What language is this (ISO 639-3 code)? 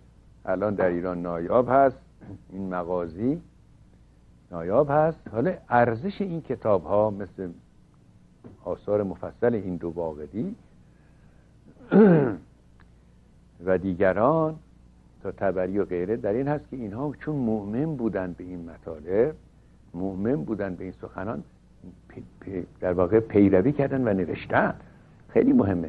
fas